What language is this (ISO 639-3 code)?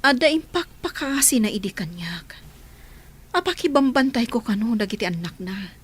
ilo